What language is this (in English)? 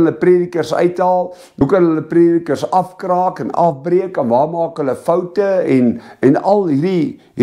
Afrikaans